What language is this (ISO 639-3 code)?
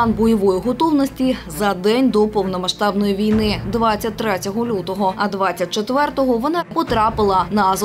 ukr